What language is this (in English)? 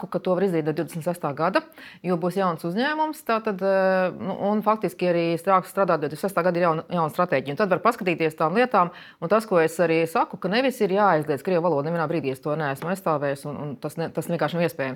Latvian